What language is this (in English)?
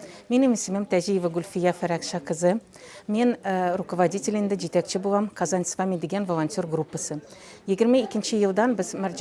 Tatar